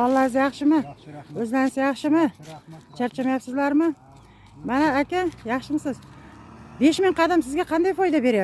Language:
Uzbek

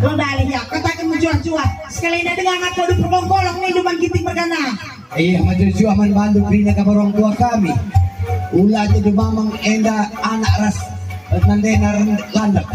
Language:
Batak Karo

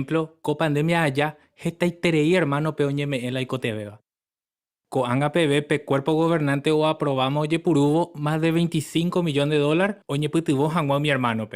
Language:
Guarani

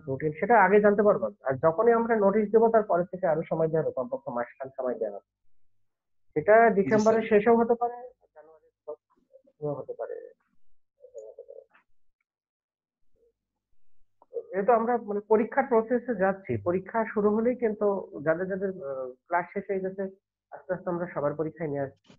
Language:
Bangla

